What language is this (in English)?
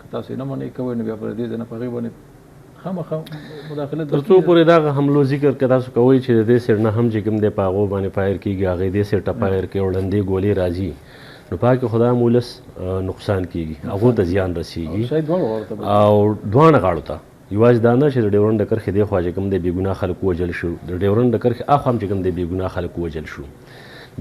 Pashto